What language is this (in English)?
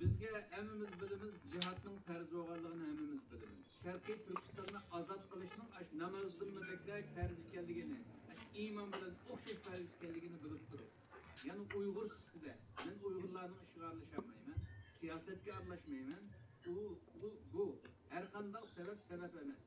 Uyghur